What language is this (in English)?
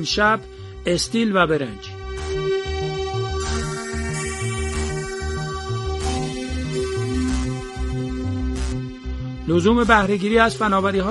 Persian